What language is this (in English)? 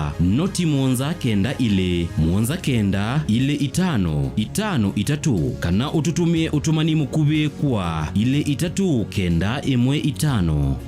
Kamba